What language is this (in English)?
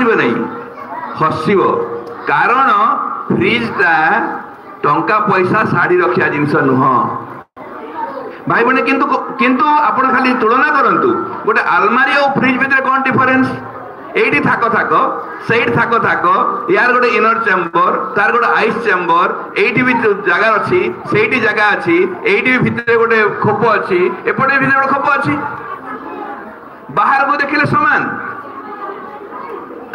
Odia